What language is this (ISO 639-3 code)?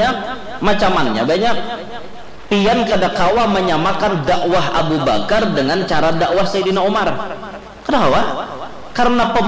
bjn